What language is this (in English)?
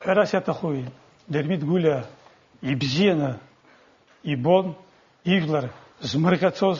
Abkhazian